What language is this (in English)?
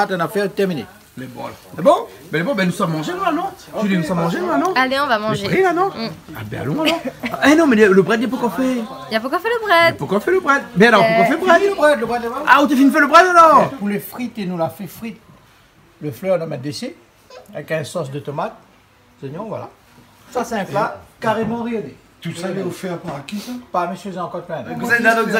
Réunion Creole French